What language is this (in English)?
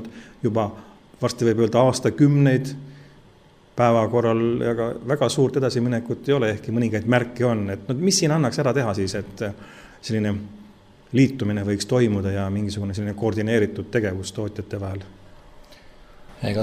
Estonian